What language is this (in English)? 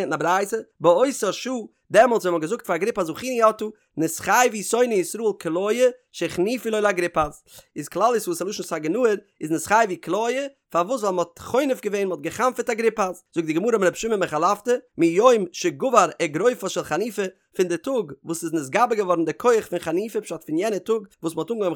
Yiddish